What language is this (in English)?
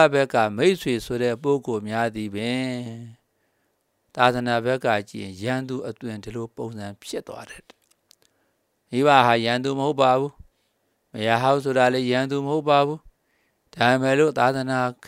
Burmese